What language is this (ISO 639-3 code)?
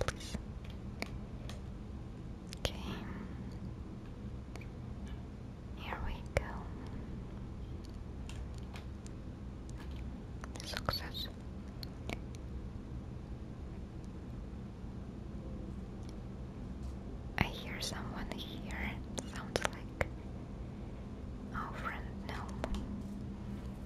eng